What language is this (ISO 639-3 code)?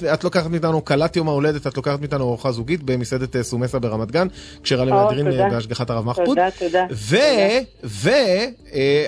heb